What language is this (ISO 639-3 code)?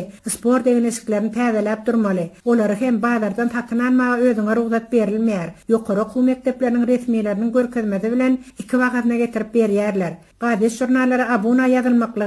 tuk